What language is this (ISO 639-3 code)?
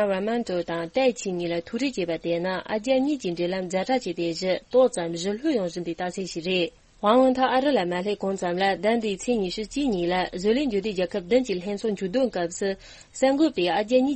bod